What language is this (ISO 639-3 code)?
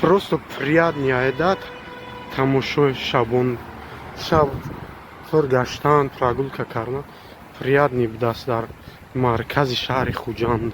tgk